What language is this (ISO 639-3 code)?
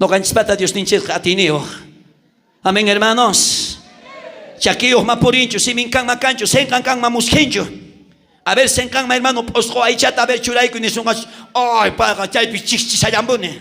quh